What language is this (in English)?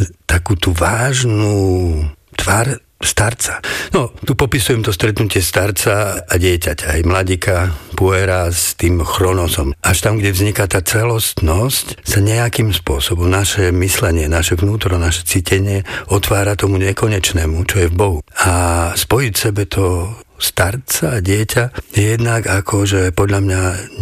Slovak